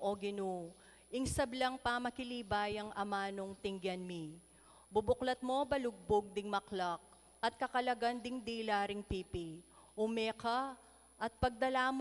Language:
Pampanga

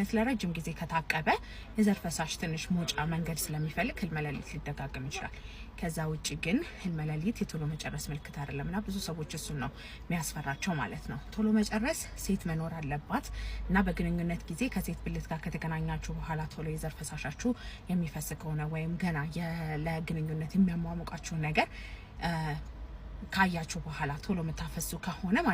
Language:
Amharic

